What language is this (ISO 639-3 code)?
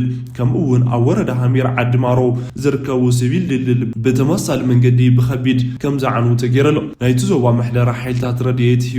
tir